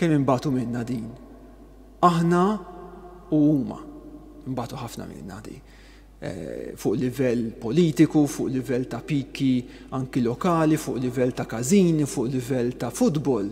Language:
Maltese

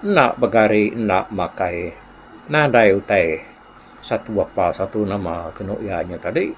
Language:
Iban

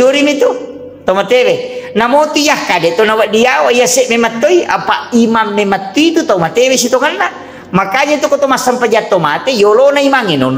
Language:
Buginese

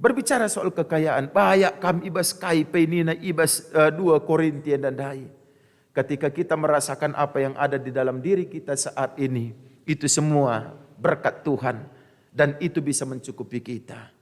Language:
Batak Karo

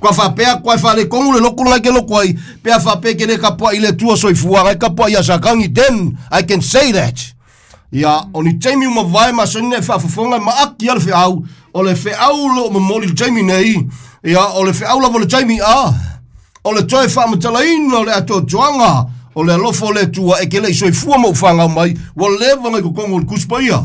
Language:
Samoan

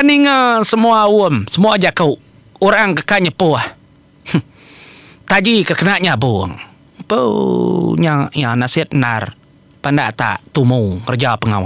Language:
Iban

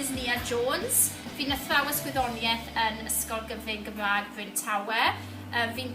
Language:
Welsh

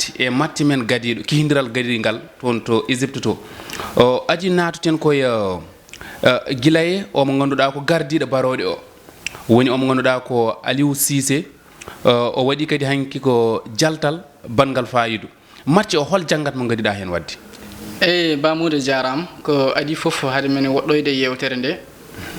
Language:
Fula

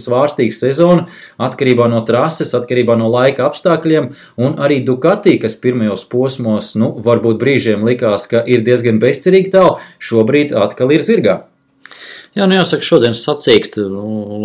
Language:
Latvian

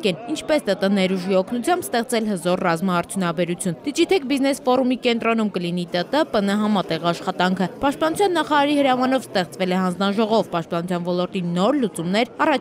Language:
Armenian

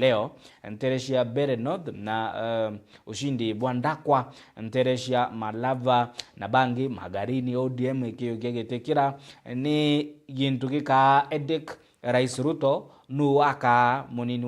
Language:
Meru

